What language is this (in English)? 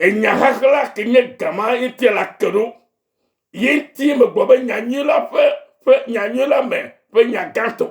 Ewe